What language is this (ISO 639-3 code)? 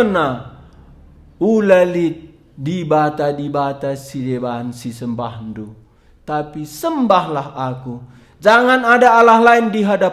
btx